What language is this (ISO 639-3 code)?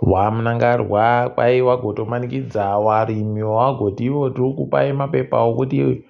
ndc